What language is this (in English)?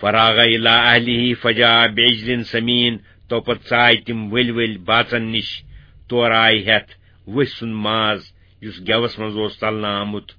Kashmiri